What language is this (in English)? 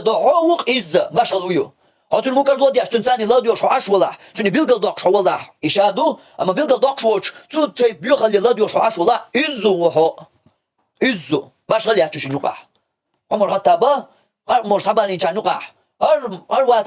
Chechen